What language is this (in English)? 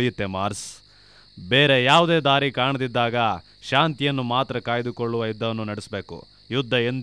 Kannada